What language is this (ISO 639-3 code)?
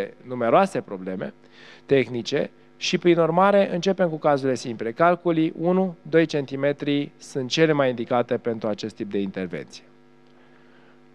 ron